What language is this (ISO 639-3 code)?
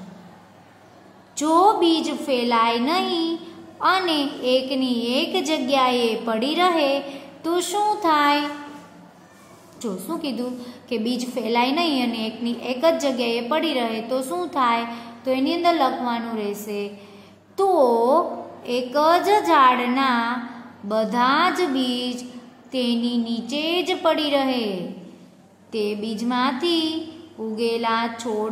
guj